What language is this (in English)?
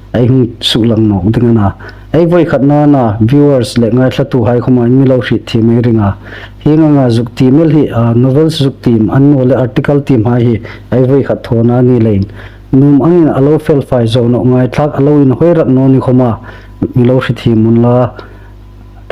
Hmar